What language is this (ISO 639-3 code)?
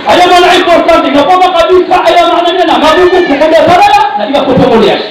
mrw